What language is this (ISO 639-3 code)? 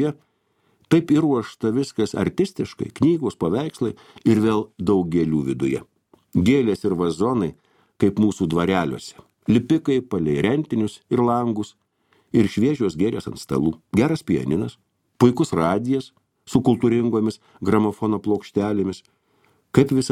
lit